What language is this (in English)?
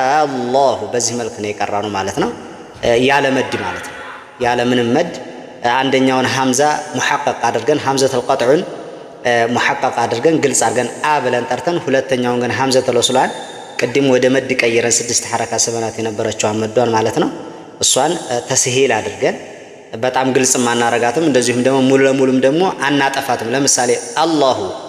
Amharic